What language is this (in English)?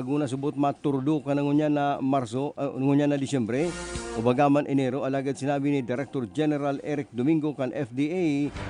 Bikol